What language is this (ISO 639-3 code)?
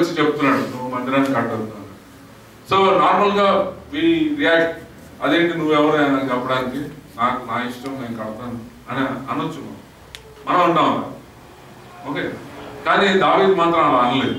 tel